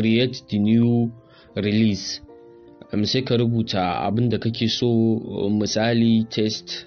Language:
Hausa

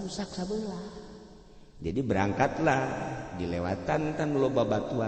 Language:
Sundanese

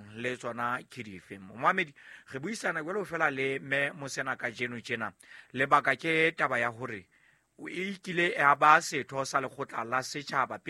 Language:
Southern Sotho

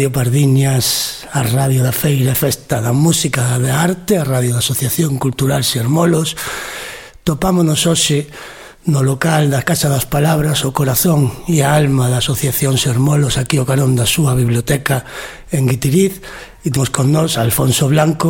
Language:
Galician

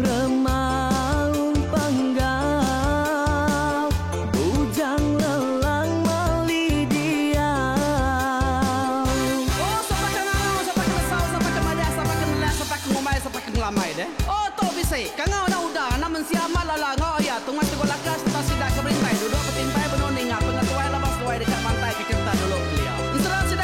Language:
Iban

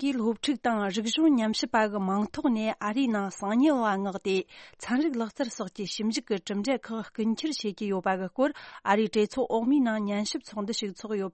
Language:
Tibetan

